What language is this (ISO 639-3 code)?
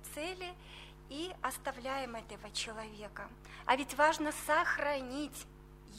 rus